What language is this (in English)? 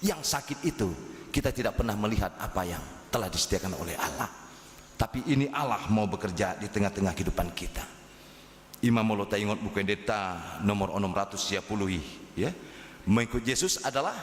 Batak Toba